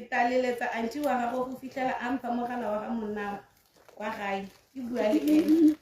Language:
Tswana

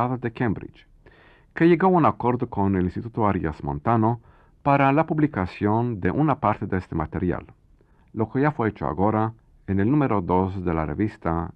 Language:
Ladino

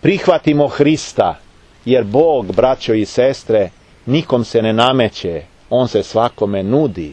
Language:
Serbian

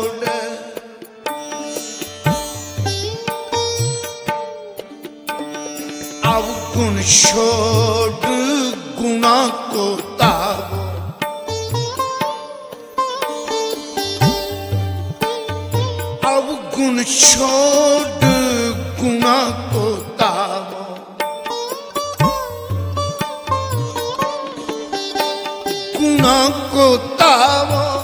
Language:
Punjabi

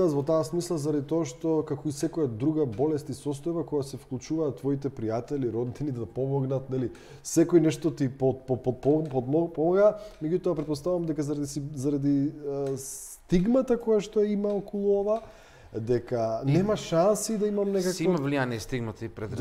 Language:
Macedonian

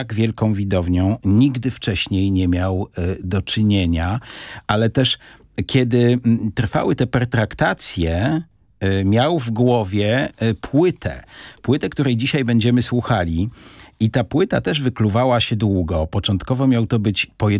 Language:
Polish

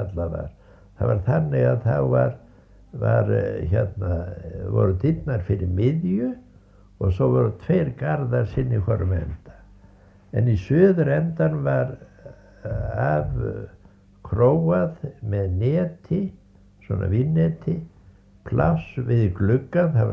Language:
Icelandic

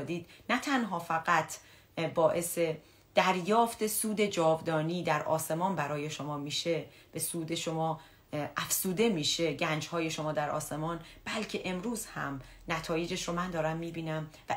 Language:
Persian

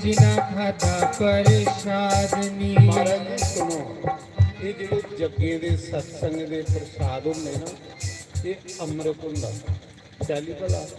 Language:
Dogri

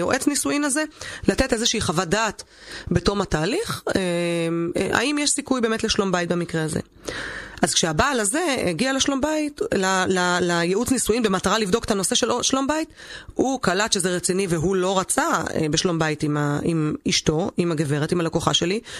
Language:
Hebrew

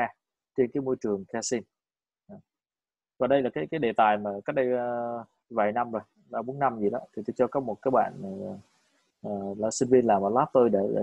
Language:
Vietnamese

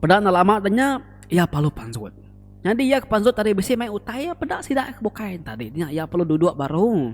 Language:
Iban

